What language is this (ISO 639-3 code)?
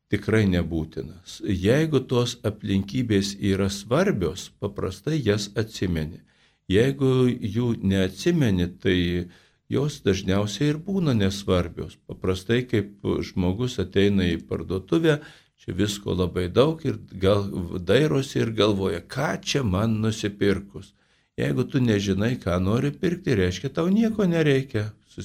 lit